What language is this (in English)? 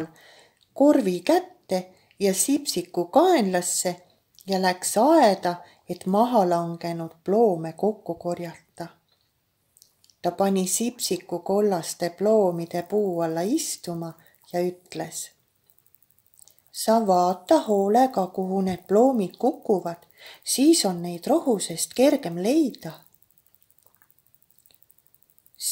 Estonian